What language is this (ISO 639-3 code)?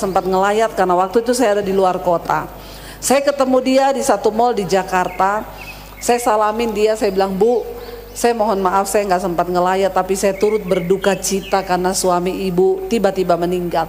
ind